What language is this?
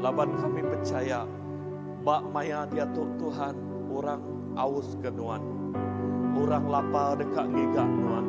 Iban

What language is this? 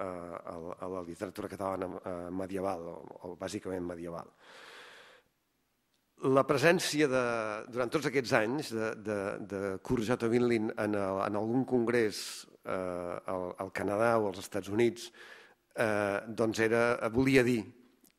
Catalan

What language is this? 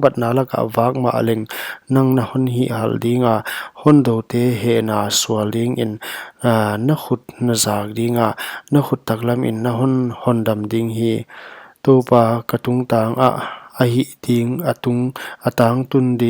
Paite Chin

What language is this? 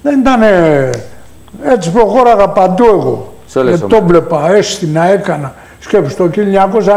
Greek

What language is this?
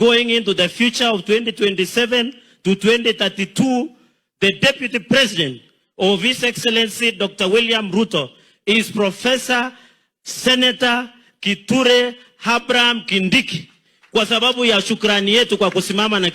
Gusii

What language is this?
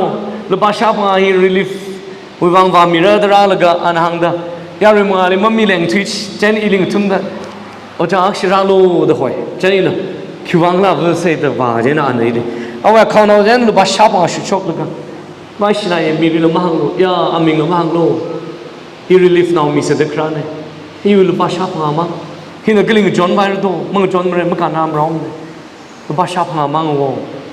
Tangkhul Naga (India)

